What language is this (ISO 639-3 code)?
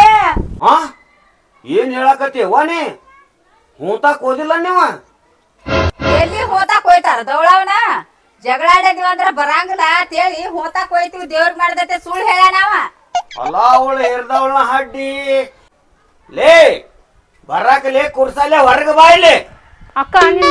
kan